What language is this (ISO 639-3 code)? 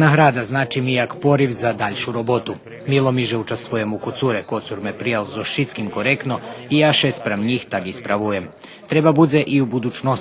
rue